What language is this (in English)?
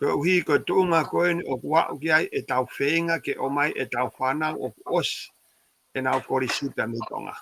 Tongan